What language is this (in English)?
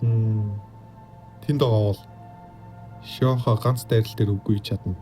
Mongolian